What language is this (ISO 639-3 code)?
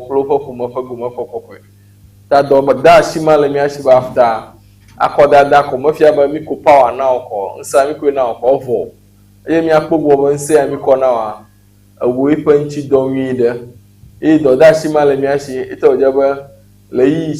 ewe